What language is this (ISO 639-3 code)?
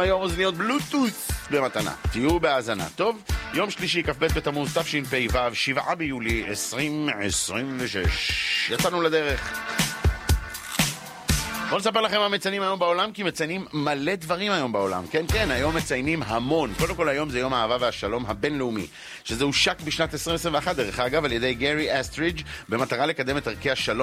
heb